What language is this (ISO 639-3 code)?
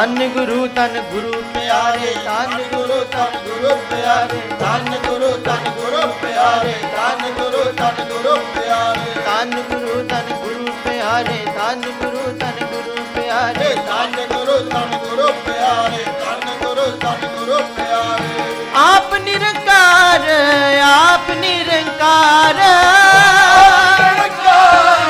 pan